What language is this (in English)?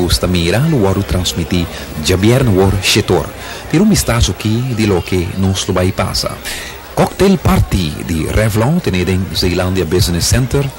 Papiamento